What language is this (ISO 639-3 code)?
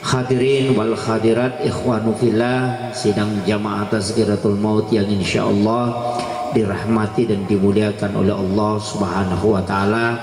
bug